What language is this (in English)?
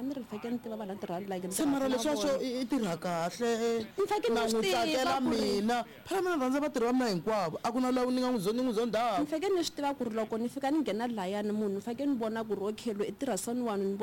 Tsonga